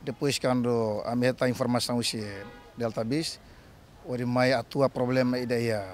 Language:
Tetum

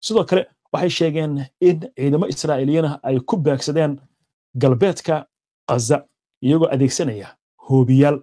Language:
Somali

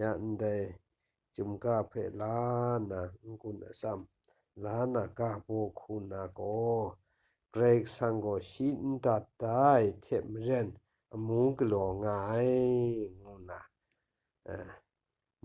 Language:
Kachin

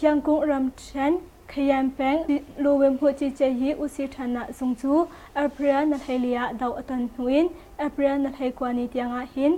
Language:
Hakha Chin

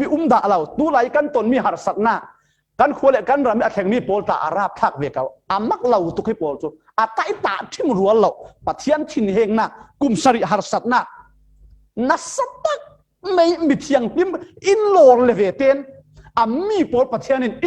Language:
Falam Chin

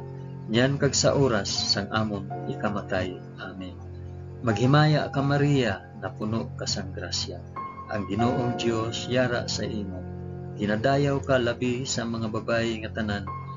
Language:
Hiligaynon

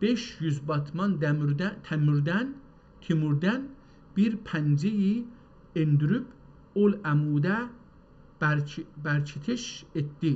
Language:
South Azerbaijani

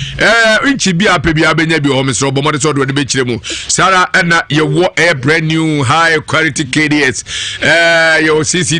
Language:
Akan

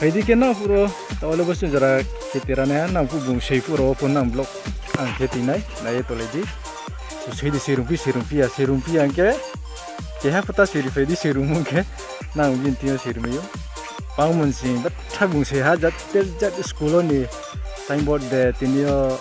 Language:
Riang (India)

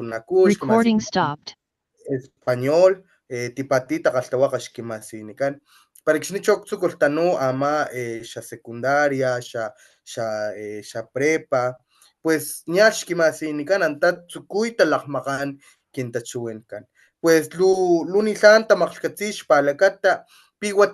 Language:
Papantla Totonac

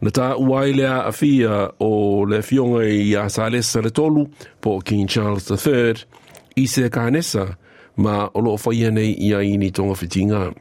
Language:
Samoan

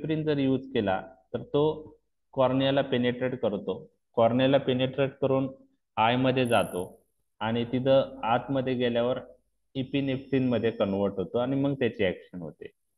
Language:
Marathi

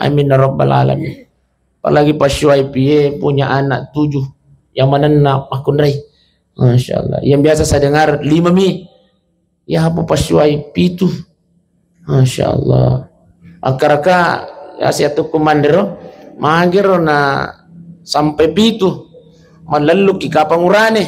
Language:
Buginese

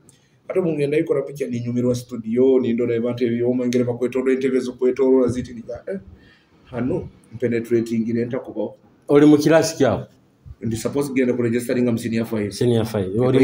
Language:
Nyoro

